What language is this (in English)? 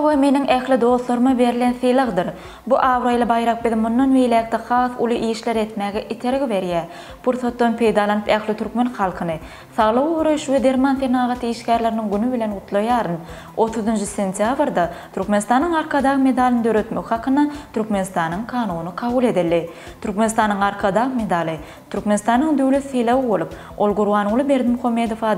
Turkmen